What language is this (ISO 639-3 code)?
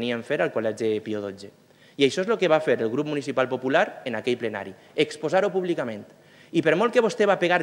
cat